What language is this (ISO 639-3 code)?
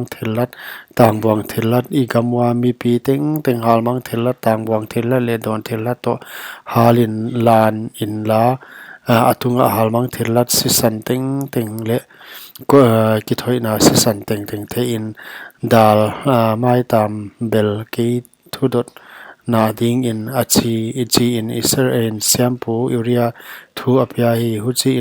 pck